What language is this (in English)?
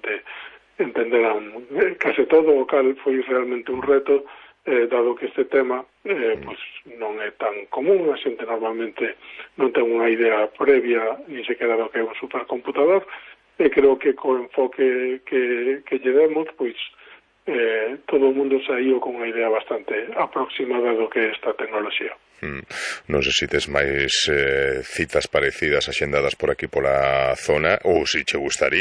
Galician